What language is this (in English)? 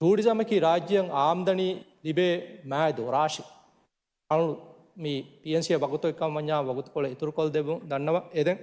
Divehi